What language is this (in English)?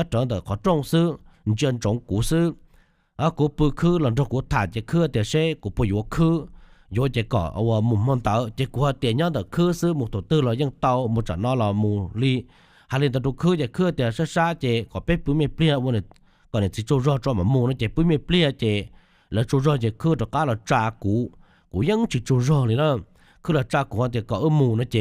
Hmong